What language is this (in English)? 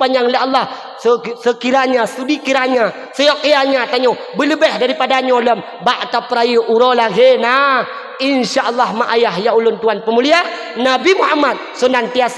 Achinese